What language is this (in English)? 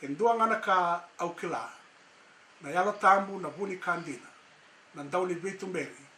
Fijian